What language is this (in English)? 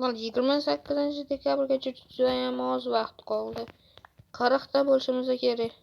Uzbek